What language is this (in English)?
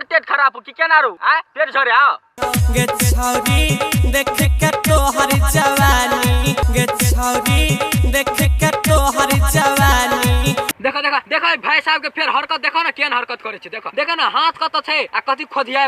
Maithili